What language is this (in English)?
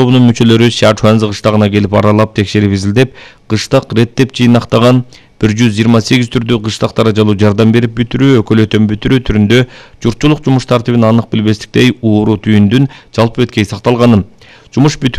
Kyrgyz